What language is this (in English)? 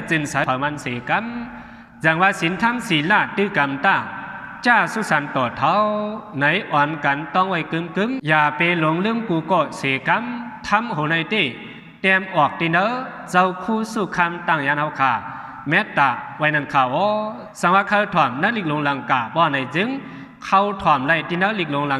Shan